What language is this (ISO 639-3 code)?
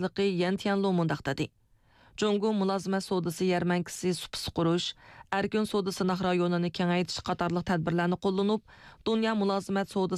uig